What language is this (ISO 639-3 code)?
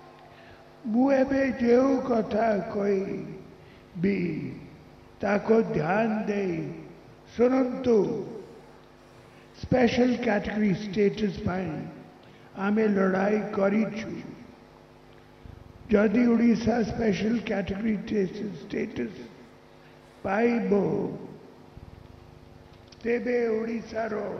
ori